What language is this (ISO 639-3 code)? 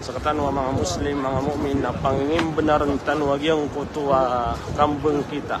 mrw